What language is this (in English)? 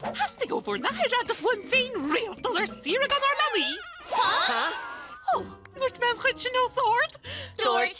Irish